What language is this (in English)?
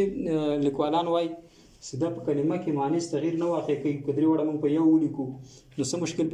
Pashto